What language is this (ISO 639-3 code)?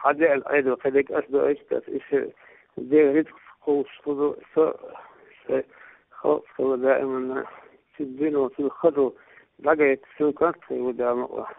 che